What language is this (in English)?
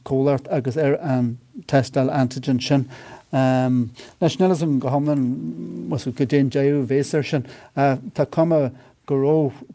Irish